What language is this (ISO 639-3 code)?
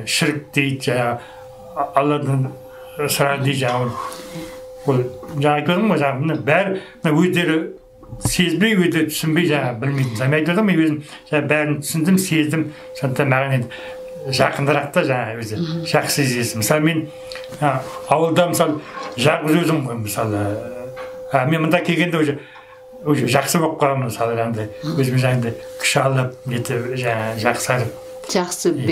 kaz